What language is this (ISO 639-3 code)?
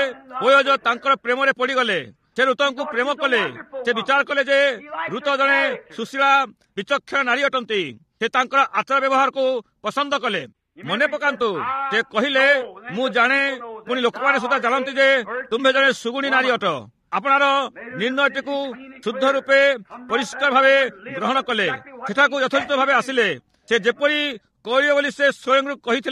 ori